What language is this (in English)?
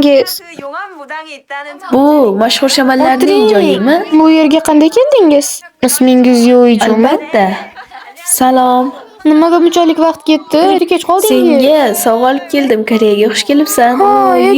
Uzbek